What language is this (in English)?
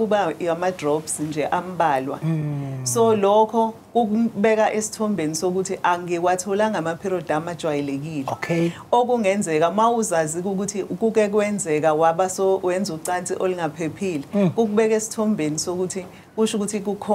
Zulu